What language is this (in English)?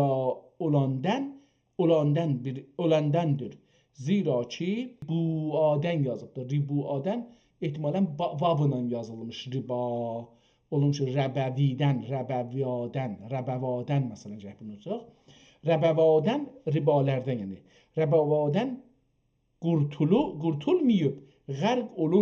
South Azerbaijani